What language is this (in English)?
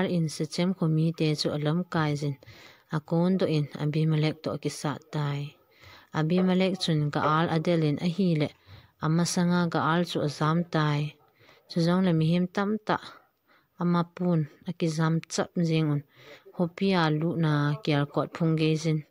Thado Chin